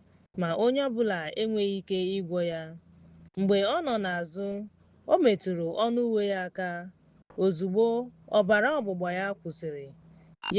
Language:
Igbo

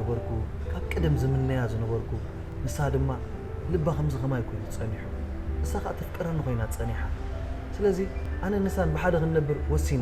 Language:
Tigrinya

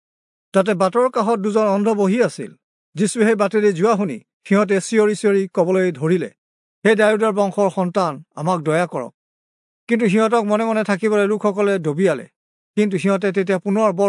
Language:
Assamese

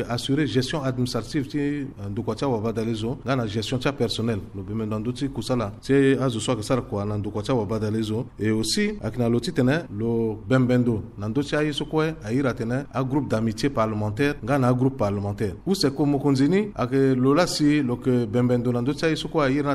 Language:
Sango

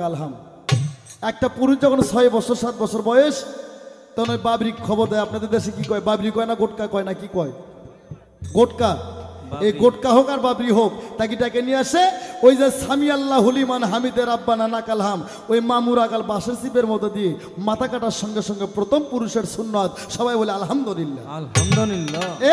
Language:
Bangla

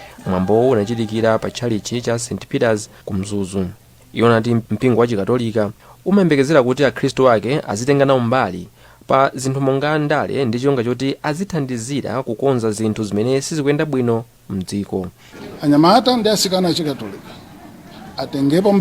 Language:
Nyanja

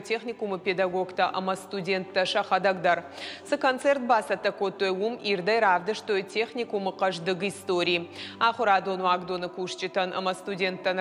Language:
Ossetic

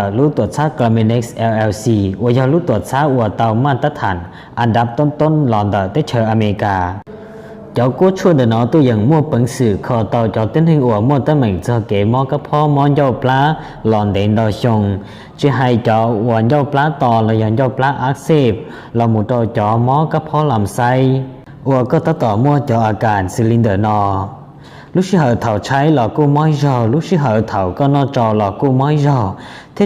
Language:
Hmong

